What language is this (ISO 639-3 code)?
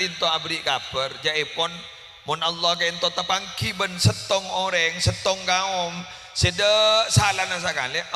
mad